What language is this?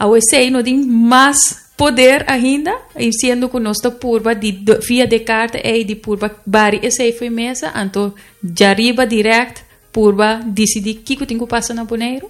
Papiamento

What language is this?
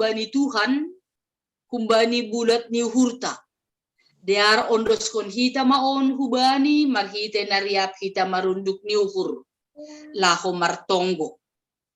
Batak Simalungun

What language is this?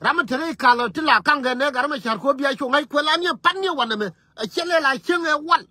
Nuer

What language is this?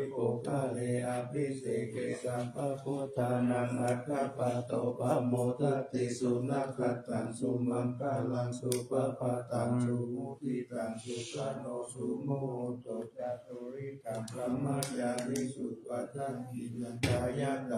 Pali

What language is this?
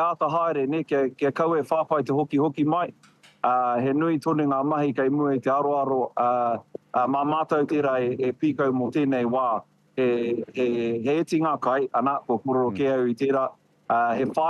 Māori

